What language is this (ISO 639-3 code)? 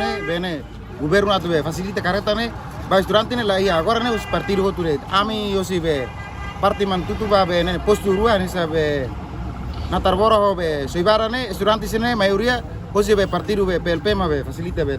tet